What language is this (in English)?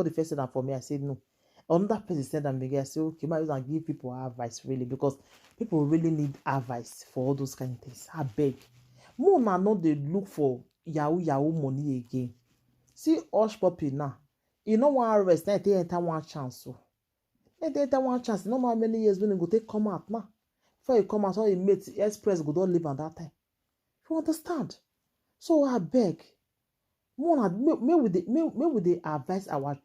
Nigerian Pidgin